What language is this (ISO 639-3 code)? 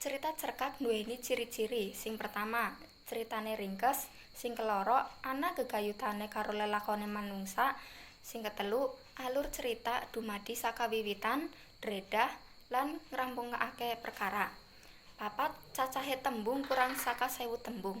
jav